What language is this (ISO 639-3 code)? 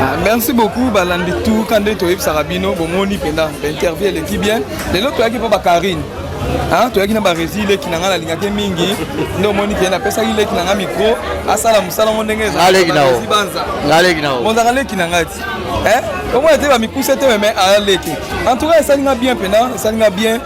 lin